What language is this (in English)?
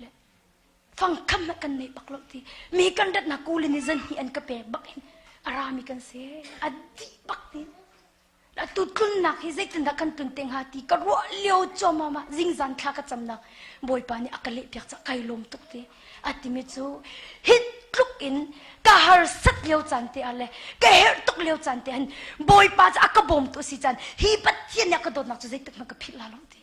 Hakha Chin